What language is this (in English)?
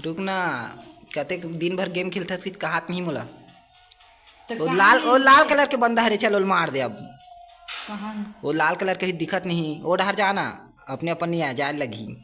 Chhattisgarhi